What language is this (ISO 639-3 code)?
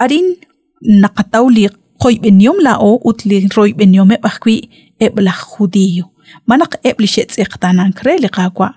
kek